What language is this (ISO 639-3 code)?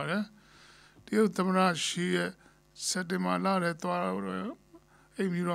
mya